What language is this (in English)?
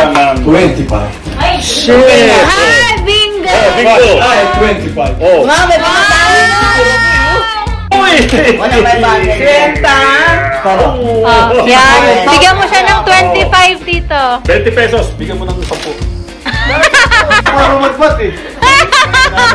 Filipino